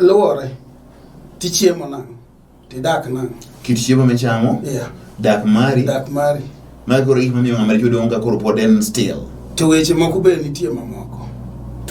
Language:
Luo (Kenya and Tanzania)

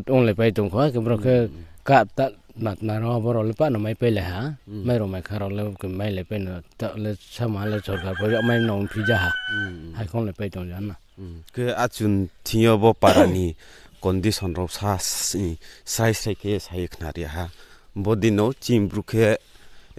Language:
Riang (India)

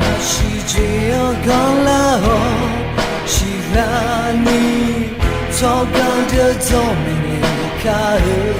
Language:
Akha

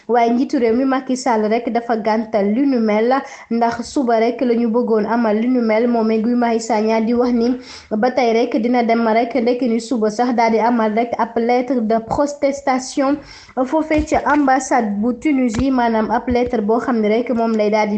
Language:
Wolof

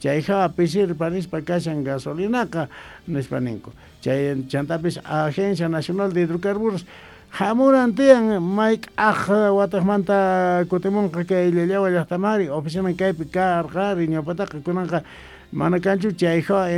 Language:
South Bolivian Quechua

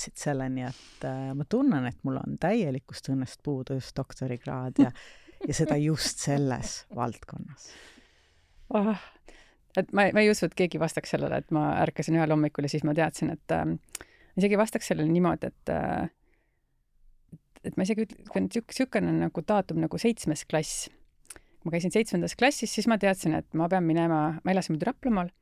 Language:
Estonian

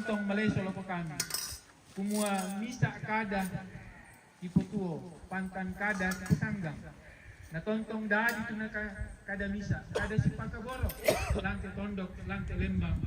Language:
Toraja-Sa'dan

